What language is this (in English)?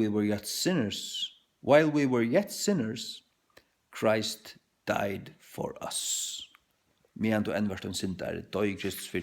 Faroese